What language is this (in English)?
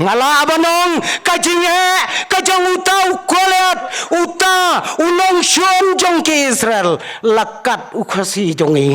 Khasi